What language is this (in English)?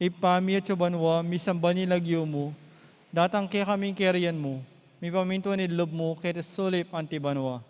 Pampanga